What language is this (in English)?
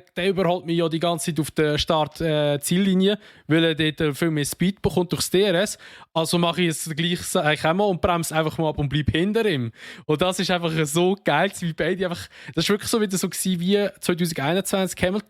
Swiss German